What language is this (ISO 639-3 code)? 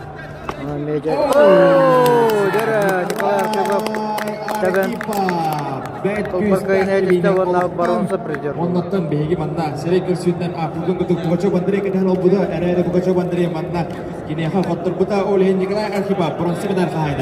sah